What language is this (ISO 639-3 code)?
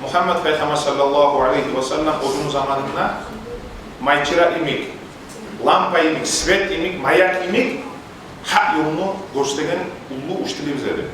kum